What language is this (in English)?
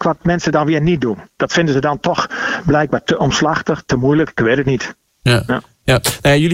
Dutch